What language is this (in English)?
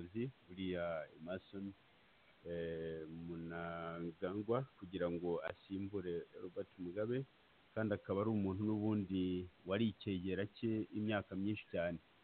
Kinyarwanda